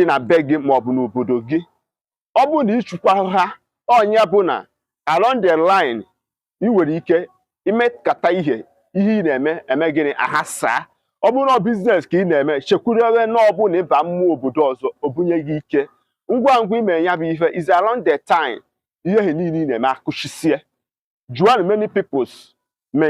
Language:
Igbo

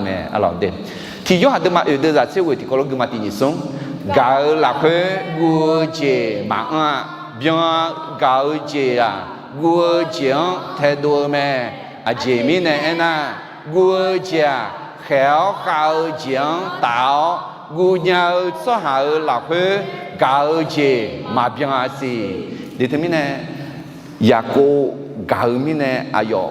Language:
Akha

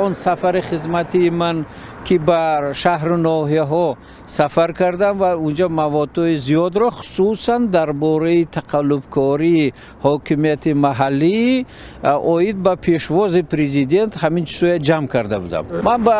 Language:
Tajik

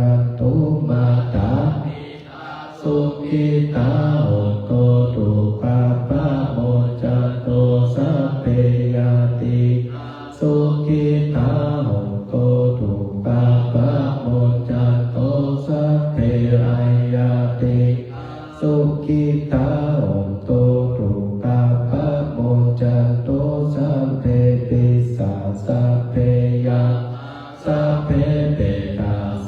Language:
Pali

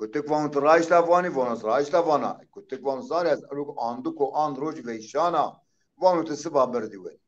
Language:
Zaza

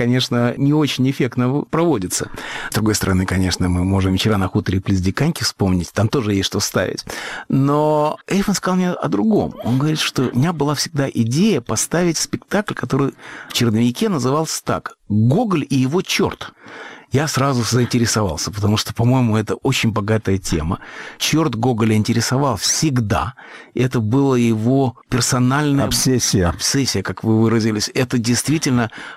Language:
Russian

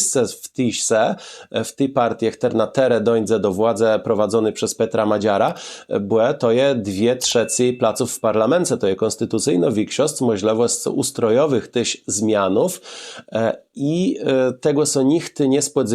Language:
Kashubian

